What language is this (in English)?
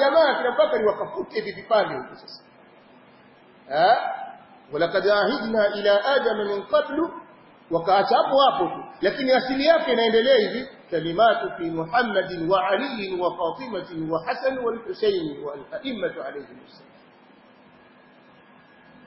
Swahili